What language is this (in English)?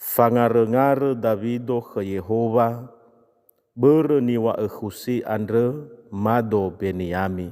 Nias